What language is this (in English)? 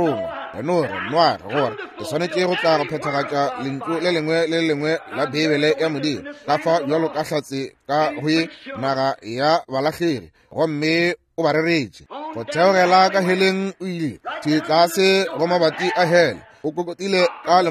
Northern Sotho